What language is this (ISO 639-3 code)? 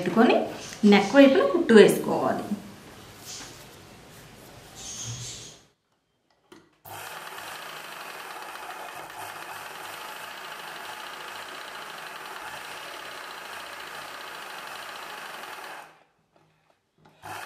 tel